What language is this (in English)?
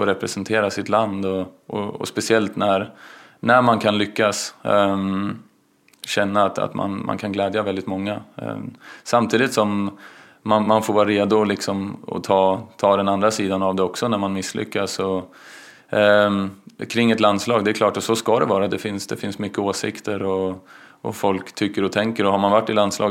Swedish